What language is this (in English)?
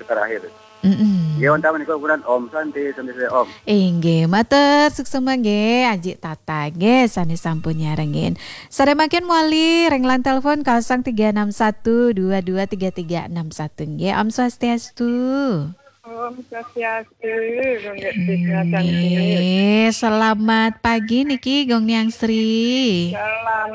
Balinese